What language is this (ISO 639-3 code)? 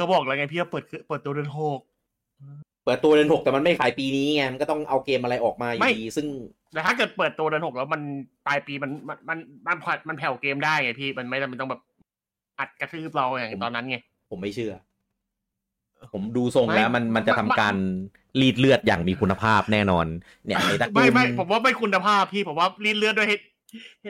tha